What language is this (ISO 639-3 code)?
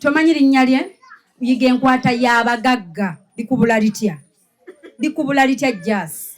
lug